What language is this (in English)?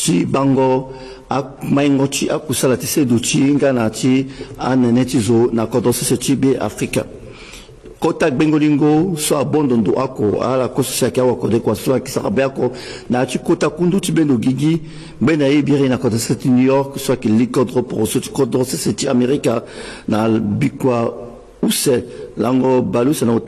Sango